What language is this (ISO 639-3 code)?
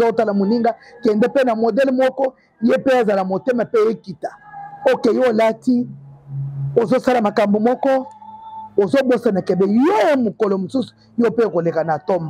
lin